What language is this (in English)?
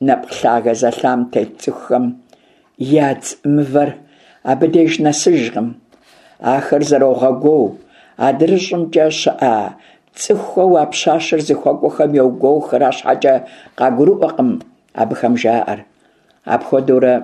Kabardian